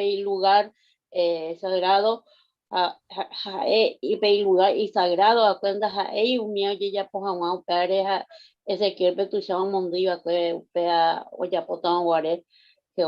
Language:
Guarani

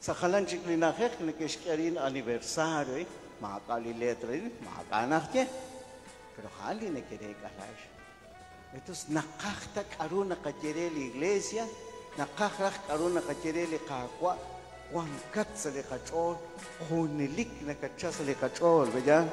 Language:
Kekchí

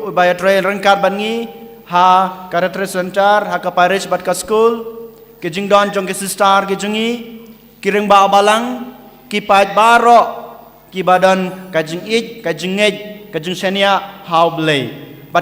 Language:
Khasi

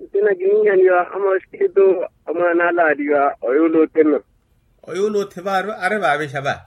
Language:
Makhuwa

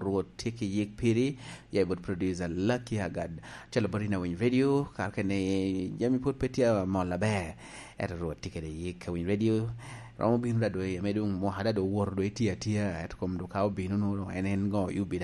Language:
Lango (Uganda)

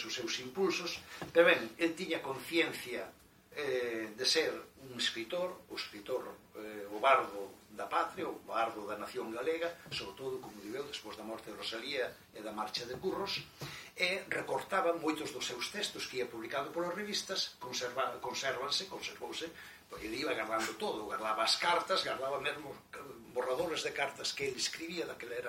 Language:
Galician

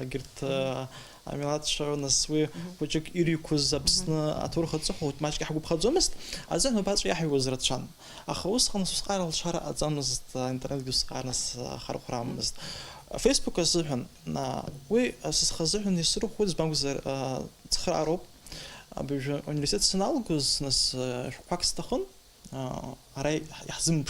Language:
Abkhazian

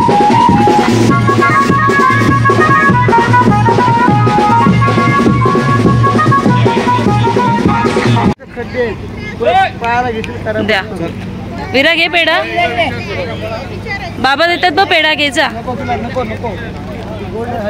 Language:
Marathi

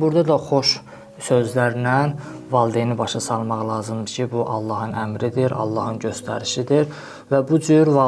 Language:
Azerbaijani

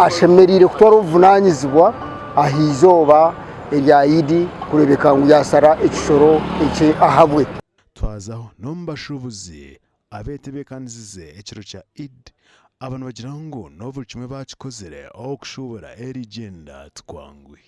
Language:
Nyankole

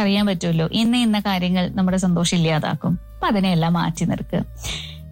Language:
Malayalam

